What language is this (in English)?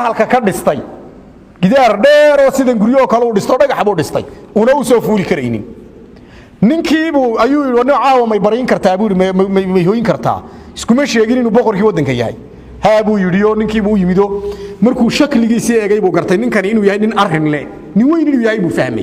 Somali